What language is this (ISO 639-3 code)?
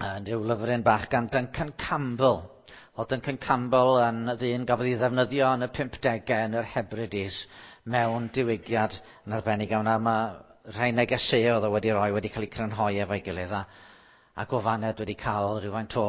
cym